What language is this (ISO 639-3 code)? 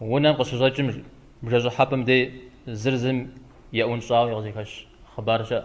kbd